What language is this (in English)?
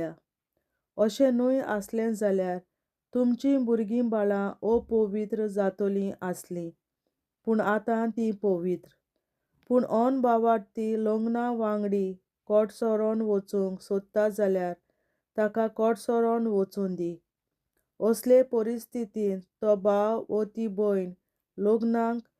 Konkani